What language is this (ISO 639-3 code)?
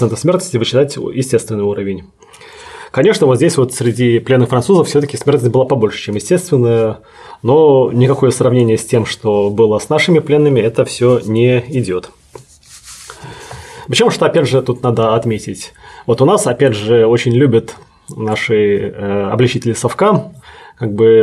rus